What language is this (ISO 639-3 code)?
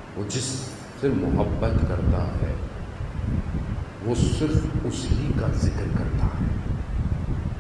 urd